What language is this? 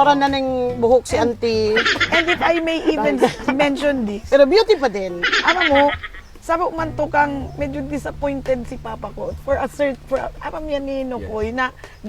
Bikol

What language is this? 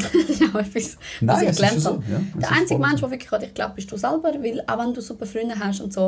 Swiss German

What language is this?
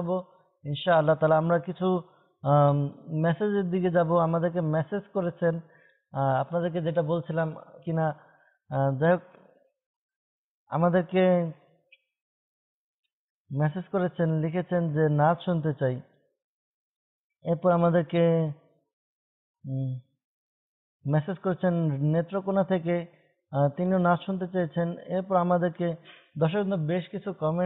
Bangla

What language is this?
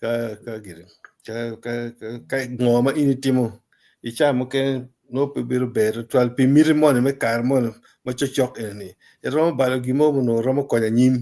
Acoli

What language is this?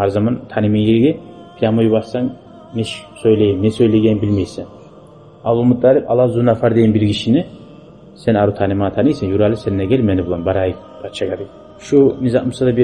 Kumyk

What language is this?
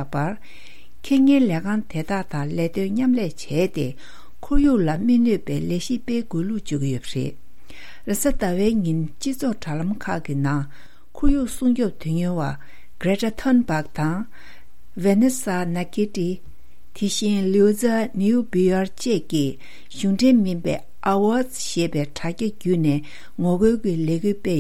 Tibetan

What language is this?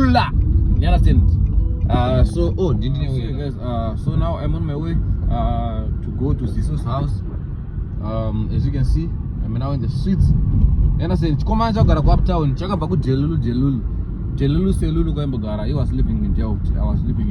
Shona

